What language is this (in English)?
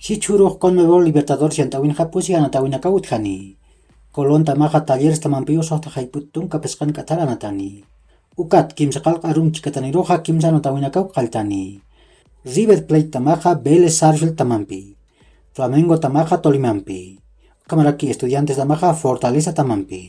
Aymara